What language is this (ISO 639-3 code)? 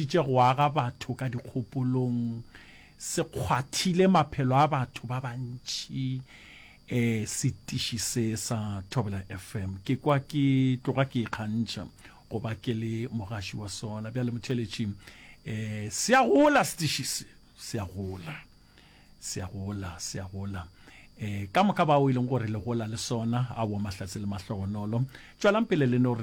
nso